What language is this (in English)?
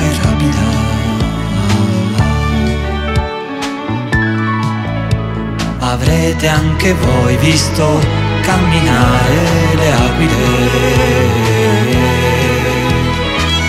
Italian